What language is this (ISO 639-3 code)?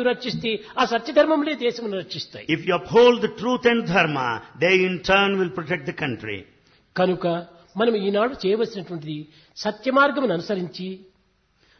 tel